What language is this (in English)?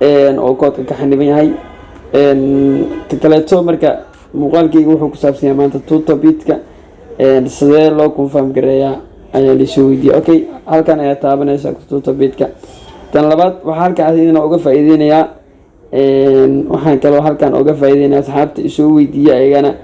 Somali